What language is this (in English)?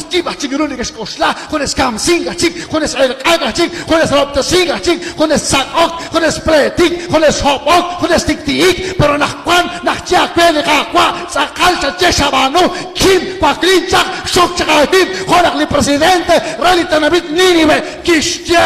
Kekchí